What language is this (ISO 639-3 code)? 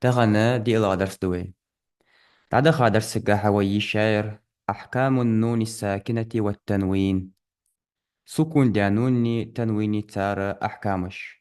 inh